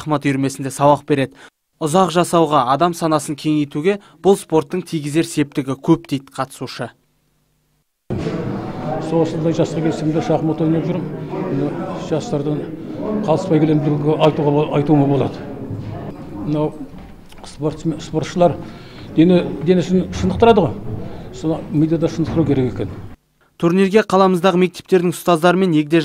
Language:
Kazakh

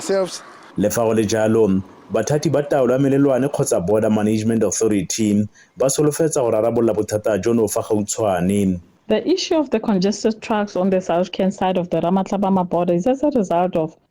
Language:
Tswana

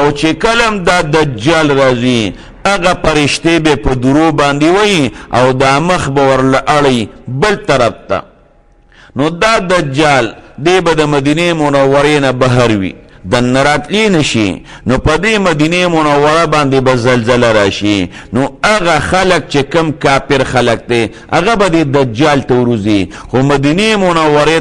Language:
Pashto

